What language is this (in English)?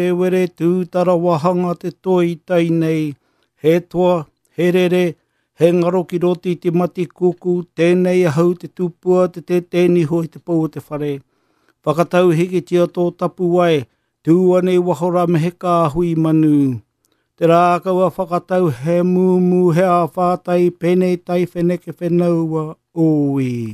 Māori